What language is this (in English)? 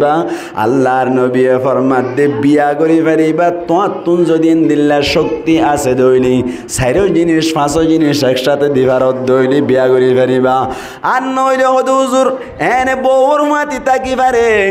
Rohingya